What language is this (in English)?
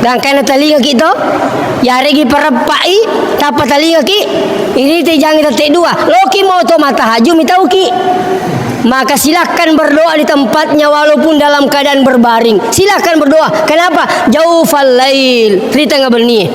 Buginese